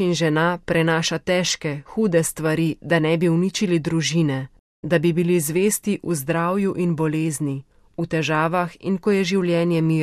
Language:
Slovenian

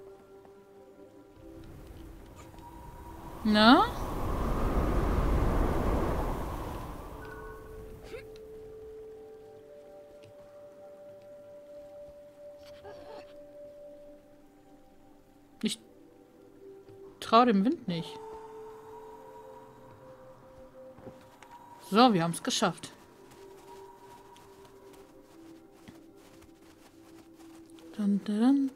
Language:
German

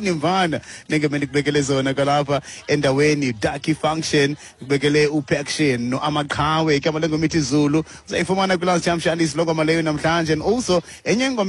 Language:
Xhosa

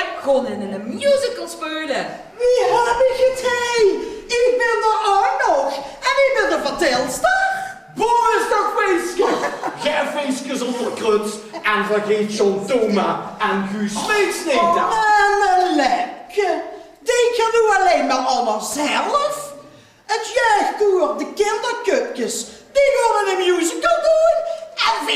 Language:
Limburgish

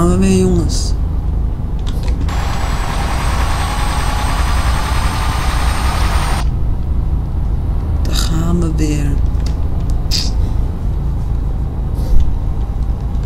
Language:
Dutch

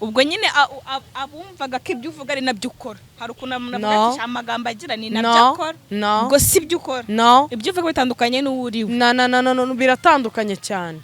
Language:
Kinyarwanda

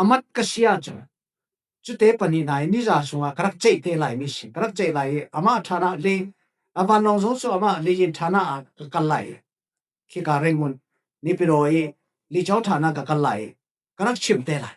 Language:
Falam Chin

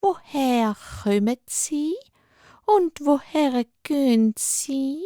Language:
Swiss German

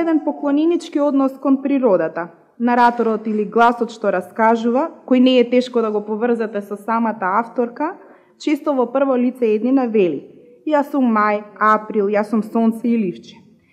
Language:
Macedonian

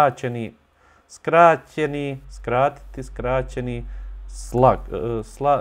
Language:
Bosnian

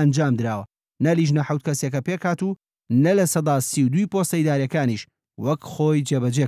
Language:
Central Kurdish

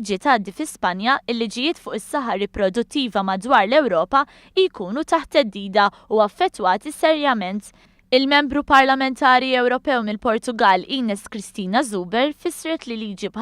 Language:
Maltese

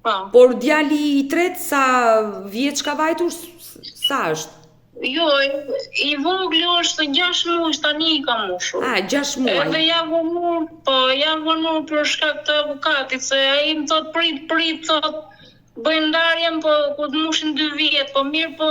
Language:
Albanian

